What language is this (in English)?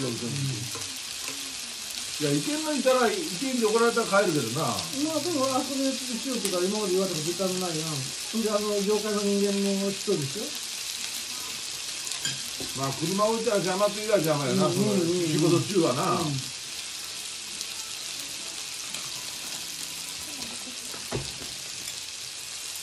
Japanese